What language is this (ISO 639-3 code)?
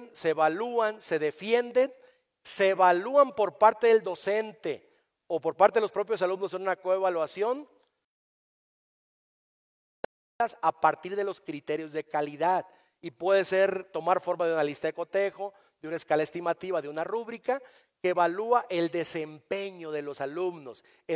spa